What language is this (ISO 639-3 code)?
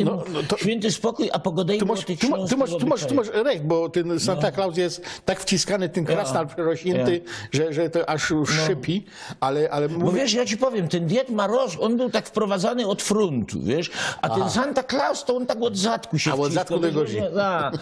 szl